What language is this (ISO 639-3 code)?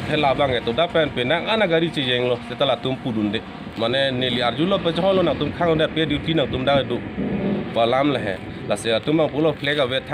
mjw